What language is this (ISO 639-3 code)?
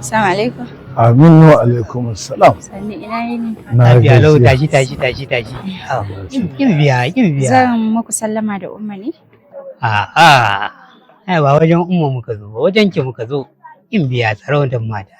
hau